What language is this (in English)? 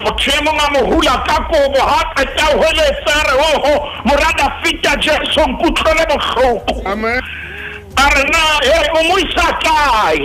Southern Sotho